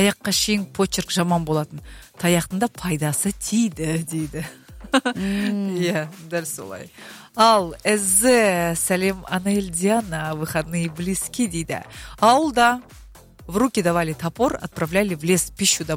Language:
Kazakh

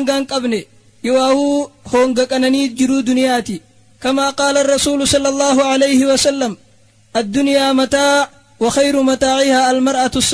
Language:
Oromo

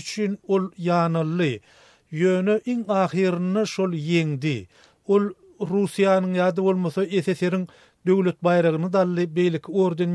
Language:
Turkmen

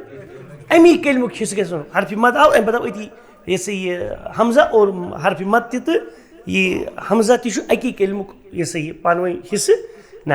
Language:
Kashmiri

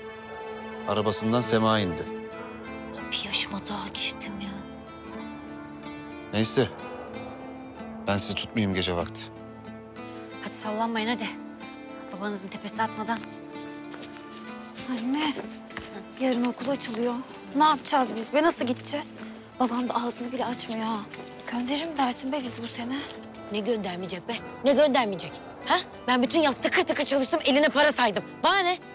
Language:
Turkish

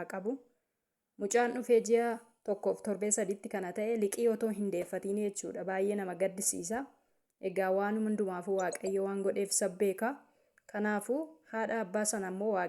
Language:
Oromo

